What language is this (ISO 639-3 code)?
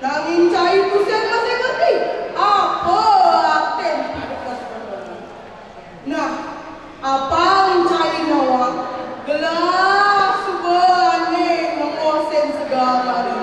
ban